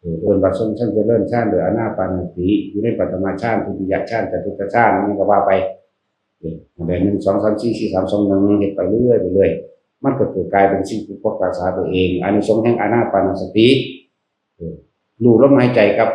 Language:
Northeastern Thai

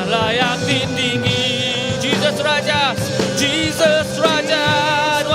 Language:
Iban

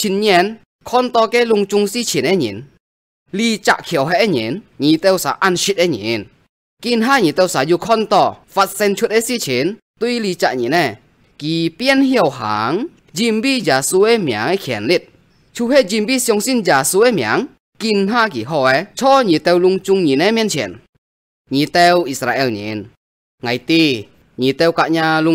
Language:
Hakka Chinese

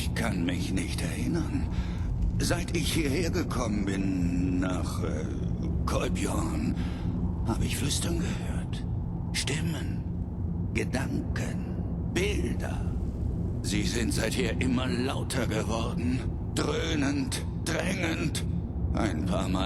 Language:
Bavarian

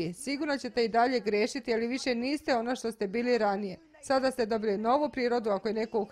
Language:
Serbian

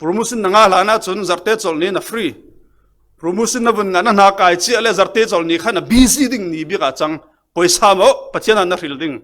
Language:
Falam Chin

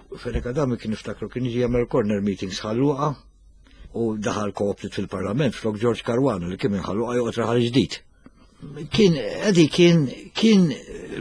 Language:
Maltese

